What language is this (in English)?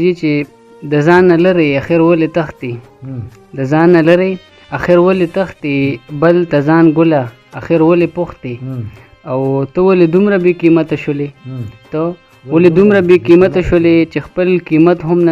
Pashto